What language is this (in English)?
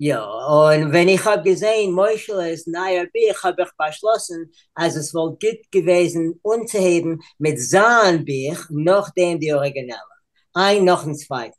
Yiddish